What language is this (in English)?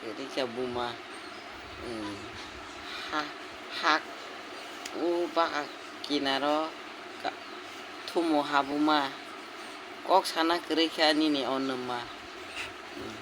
Kok Borok